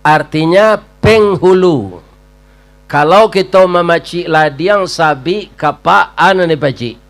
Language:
Minangkabau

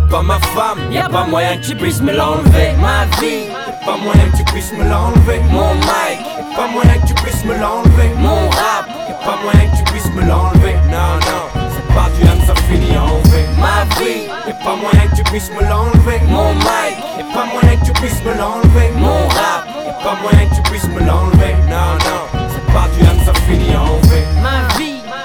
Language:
French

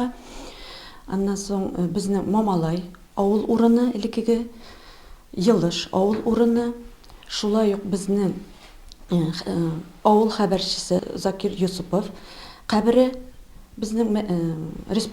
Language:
Tatar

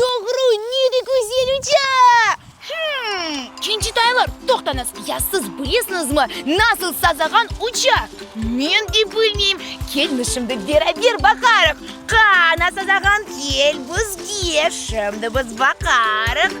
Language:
Crimean Tatar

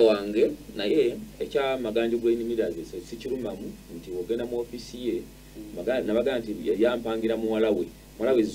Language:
Ganda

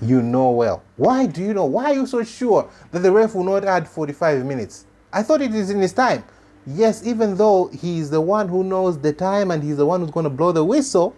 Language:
English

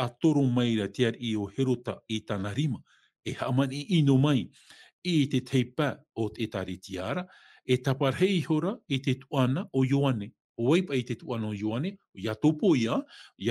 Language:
Tahitian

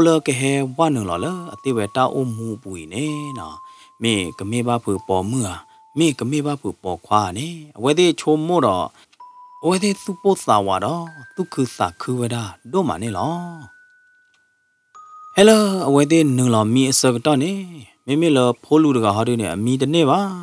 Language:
S'gaw Karen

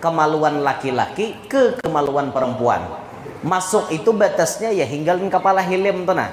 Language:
Banjar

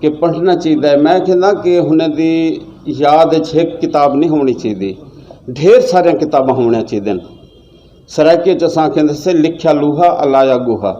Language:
Saraiki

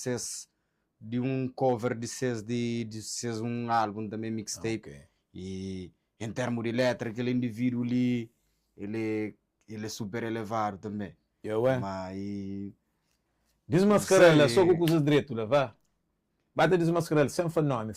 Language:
Kabuverdianu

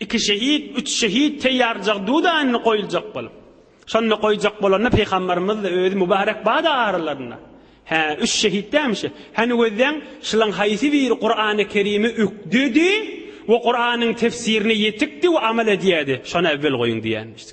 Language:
Turkmen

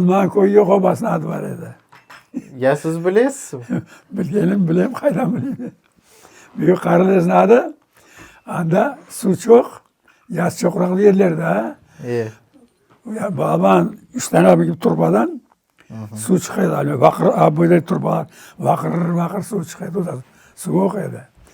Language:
Crimean Tatar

